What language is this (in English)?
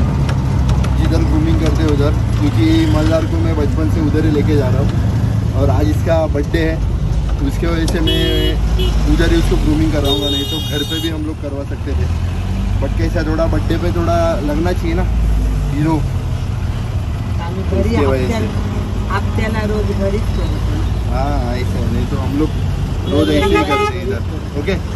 Hindi